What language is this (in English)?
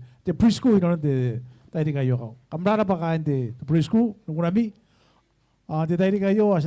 Gilbertese